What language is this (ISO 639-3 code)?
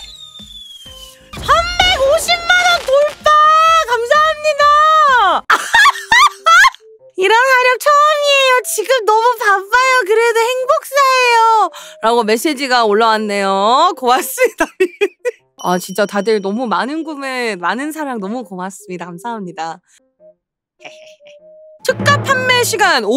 kor